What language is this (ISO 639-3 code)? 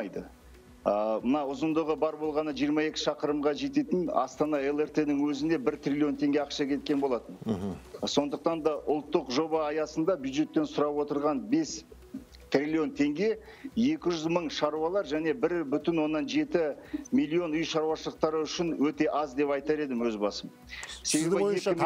kaz